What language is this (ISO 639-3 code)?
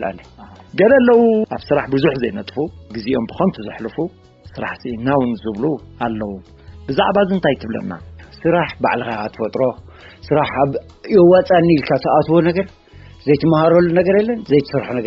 tir